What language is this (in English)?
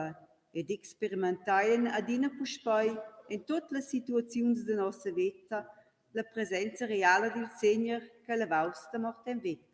Romansh